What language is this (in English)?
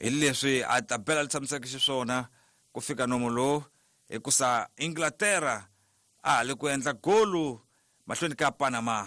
Tsonga